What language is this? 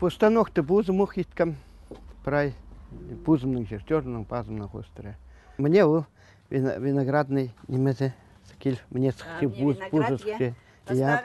Khakas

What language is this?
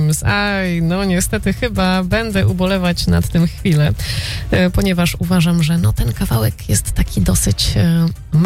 Polish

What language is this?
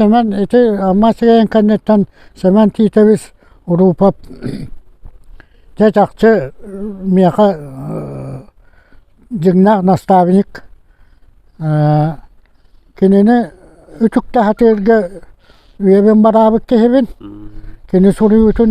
Yakut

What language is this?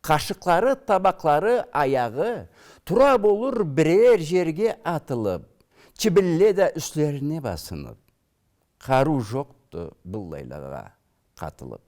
Karachay-Balkar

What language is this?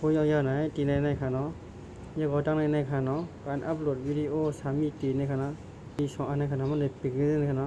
Shan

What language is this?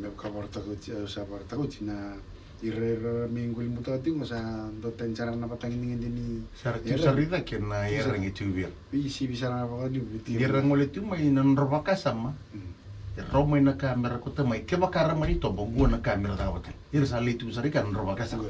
Fijian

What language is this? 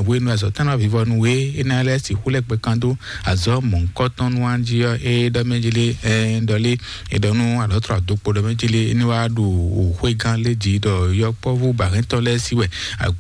Fon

